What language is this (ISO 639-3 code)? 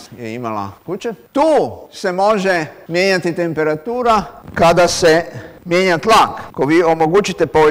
hrv